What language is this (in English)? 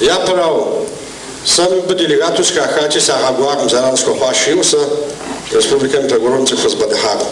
Kabardian